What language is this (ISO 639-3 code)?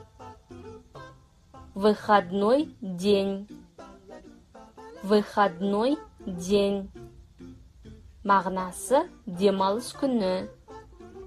kaz